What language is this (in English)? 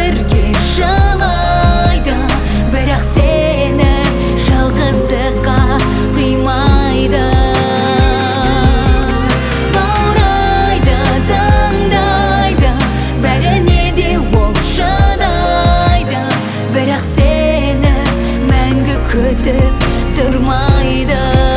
Kazakh